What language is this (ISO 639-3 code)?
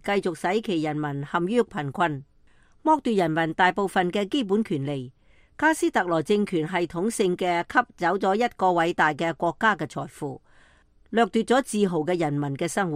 yue